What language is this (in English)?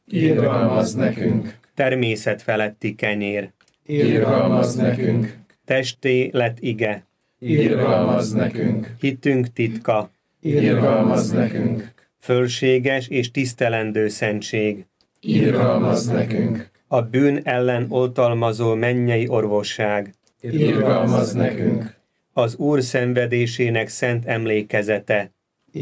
Hungarian